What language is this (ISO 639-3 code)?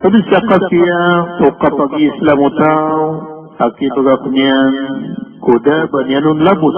mrw